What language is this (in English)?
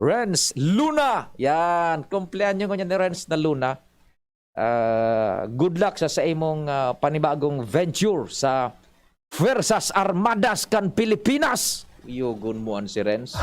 Bikol